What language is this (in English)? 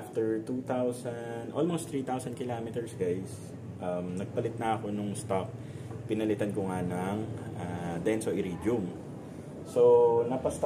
Filipino